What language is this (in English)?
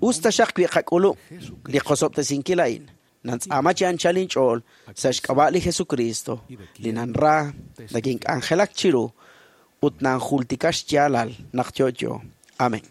Kekchí